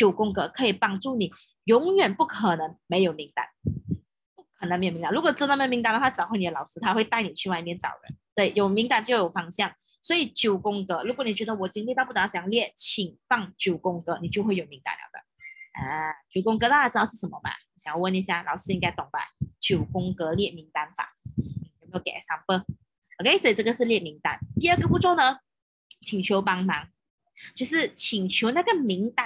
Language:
Chinese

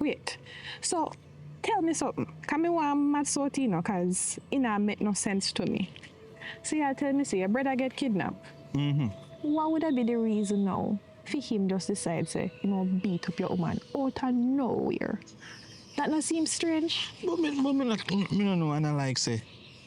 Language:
Jamaican Creole English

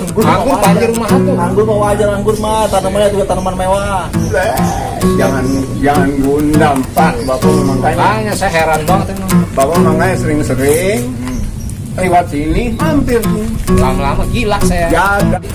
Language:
Betawi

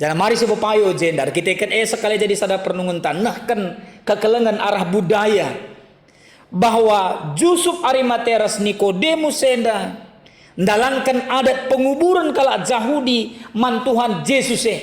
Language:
Batak Karo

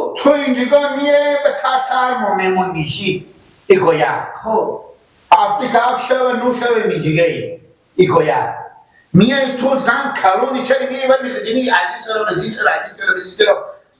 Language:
Persian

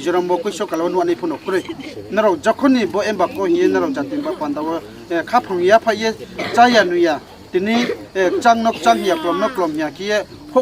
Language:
Riang (India)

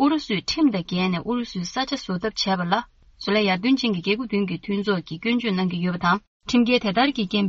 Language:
Tibetan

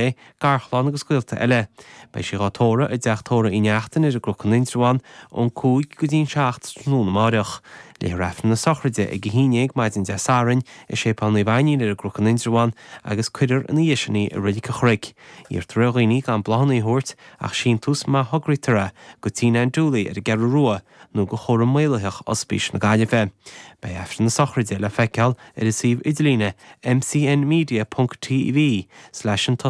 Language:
Irish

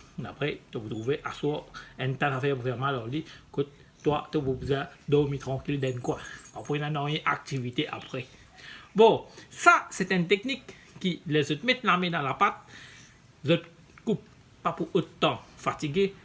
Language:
Morisyen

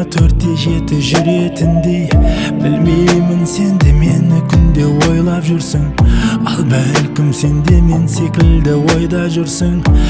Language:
Kazakh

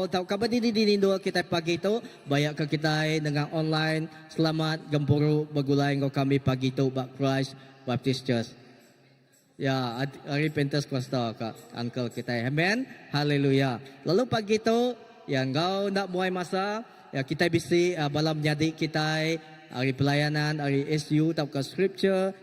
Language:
Iban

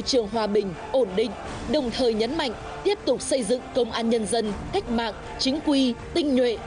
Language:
Vietnamese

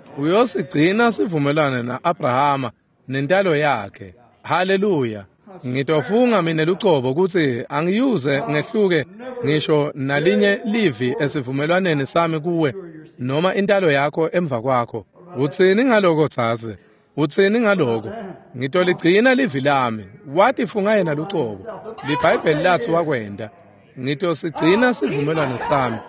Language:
Swati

